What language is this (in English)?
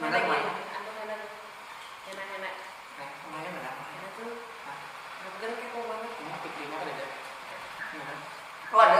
Banjar